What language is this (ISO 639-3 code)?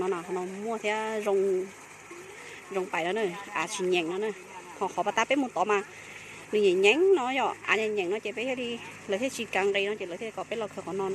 hmn